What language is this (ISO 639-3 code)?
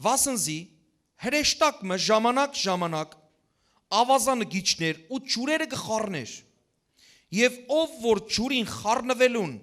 hyw